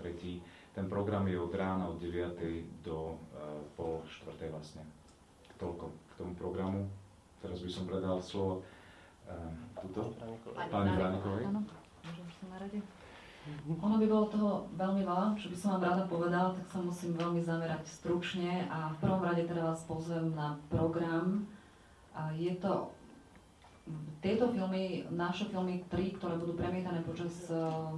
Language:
Slovak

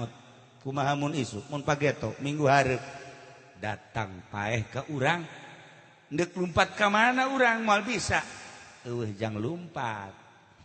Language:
Sundanese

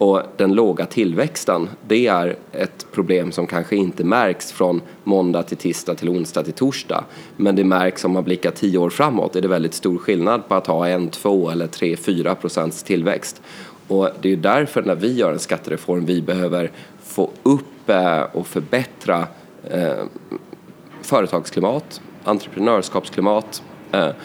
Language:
Swedish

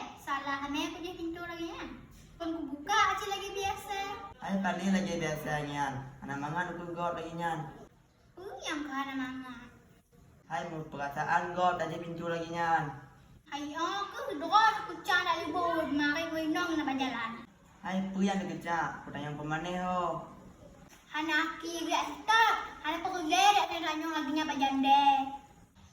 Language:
Achinese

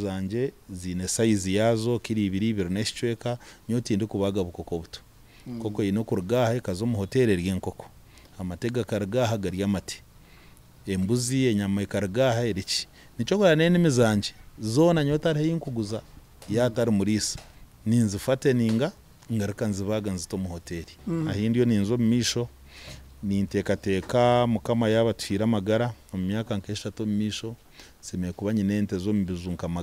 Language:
Nyankole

